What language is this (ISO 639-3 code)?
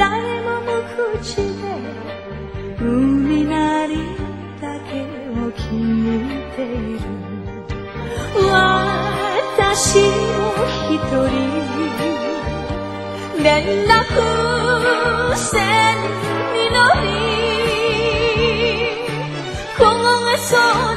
jpn